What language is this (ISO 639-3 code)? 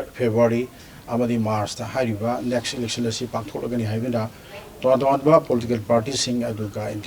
mni